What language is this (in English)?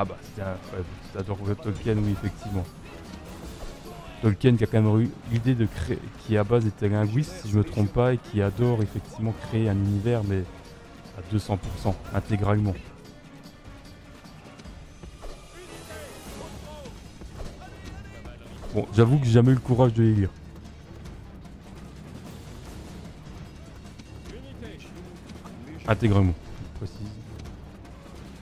French